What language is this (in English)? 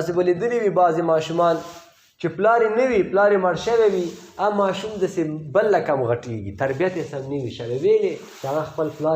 Pashto